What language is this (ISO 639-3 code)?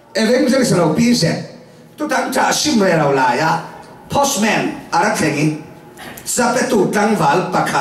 cfm